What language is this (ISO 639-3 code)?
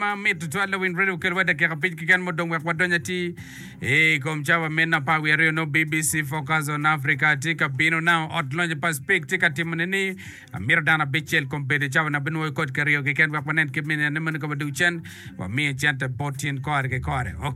ach